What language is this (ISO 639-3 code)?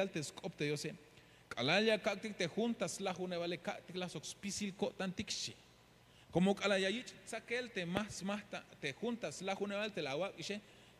tzh